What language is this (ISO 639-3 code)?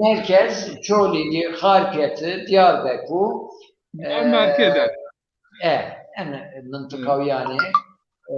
zza